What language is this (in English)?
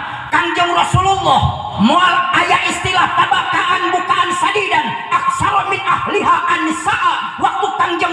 Sundanese